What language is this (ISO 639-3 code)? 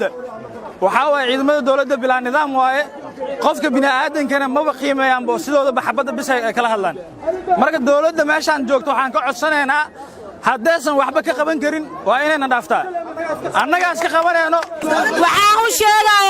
som